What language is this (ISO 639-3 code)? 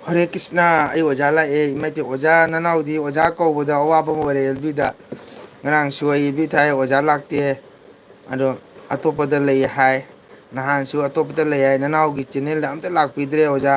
mni